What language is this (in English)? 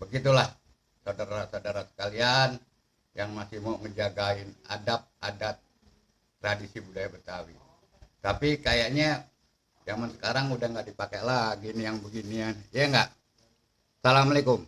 Betawi